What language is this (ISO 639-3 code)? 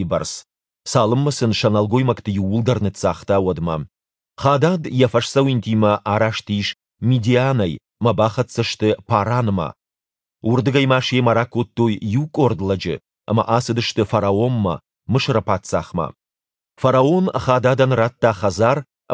oss